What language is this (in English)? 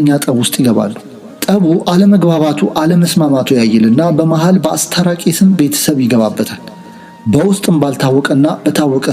Amharic